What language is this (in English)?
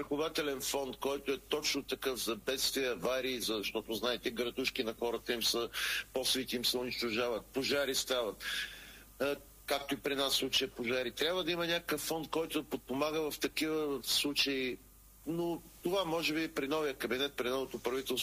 Bulgarian